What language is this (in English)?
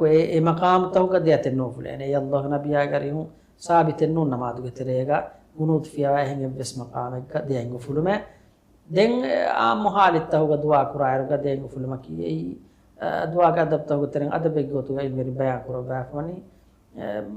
Divehi